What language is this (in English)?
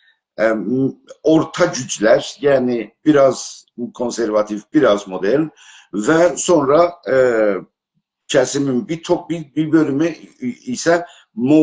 South Azerbaijani